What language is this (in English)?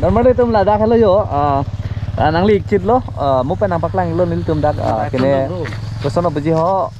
Karbi